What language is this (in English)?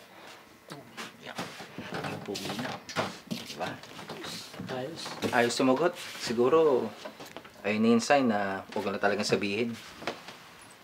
Filipino